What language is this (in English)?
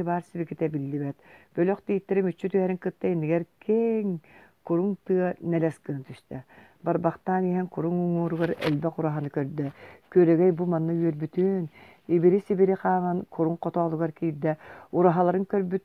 Yakut